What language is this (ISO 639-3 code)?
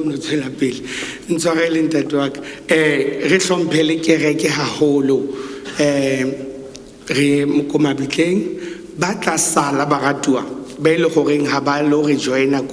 sot